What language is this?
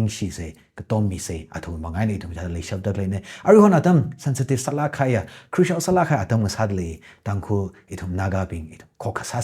Tangkhul Naga (India)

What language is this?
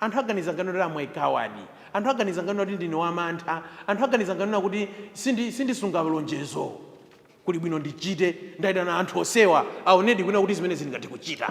Nyanja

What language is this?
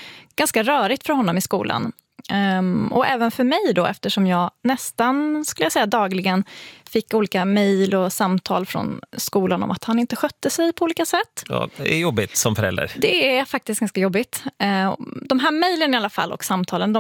Swedish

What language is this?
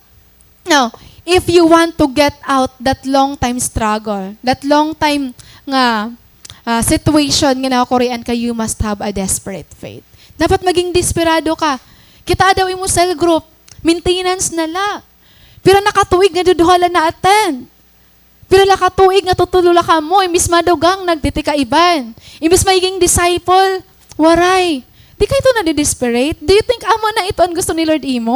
Waray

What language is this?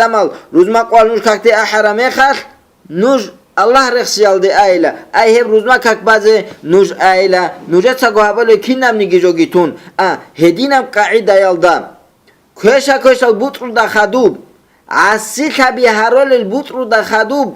Avaric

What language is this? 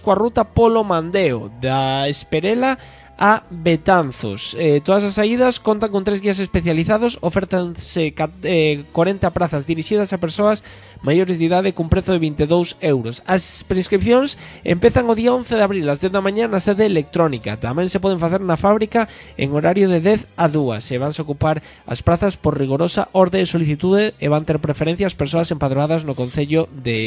Galician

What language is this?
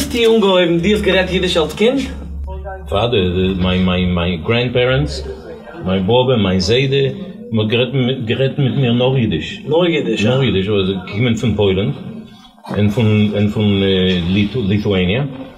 Yiddish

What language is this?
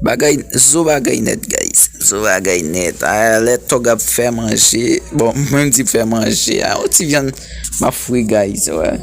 Haitian Creole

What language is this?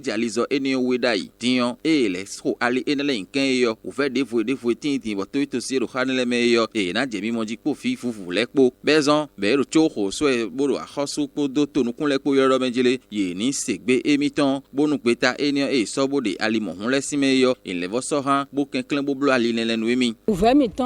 Fon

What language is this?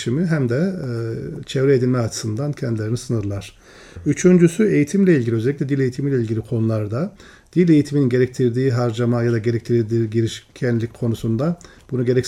Turkish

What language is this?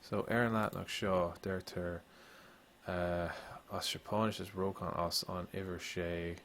Irish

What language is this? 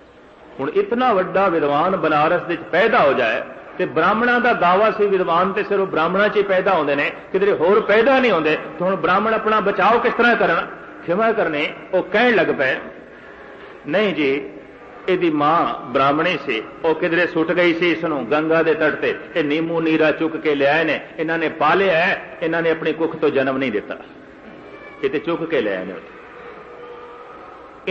Punjabi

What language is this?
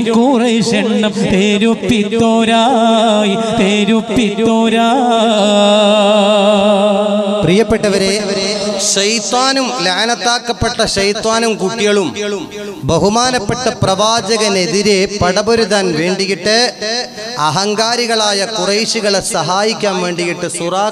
Malayalam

